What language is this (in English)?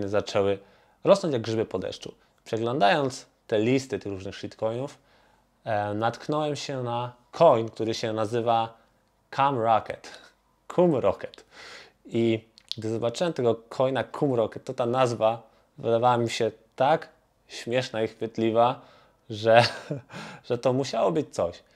Polish